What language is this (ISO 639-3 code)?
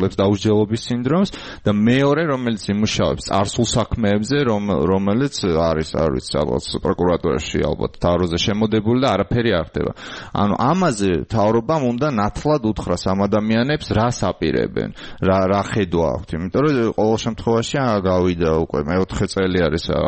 kat